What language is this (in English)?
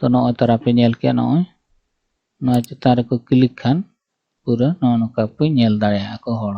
Santali